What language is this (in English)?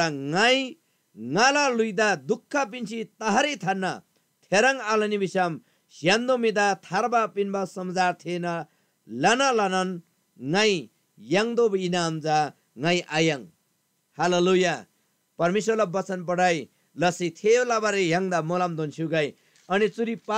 Eastern Tamang